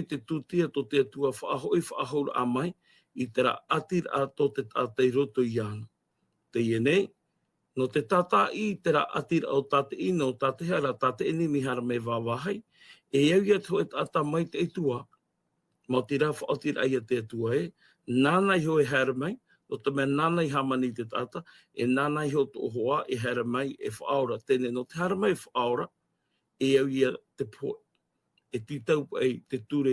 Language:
Tahitian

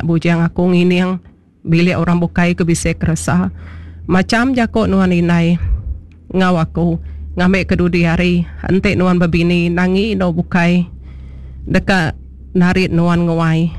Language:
Iban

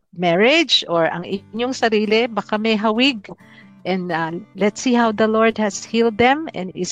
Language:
Filipino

